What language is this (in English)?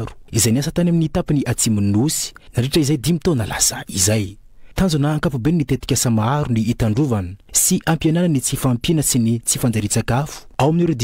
Malagasy